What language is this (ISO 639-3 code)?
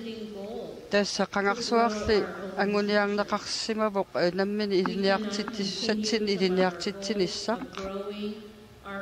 kal